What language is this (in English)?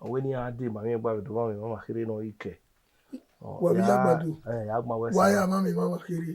Bini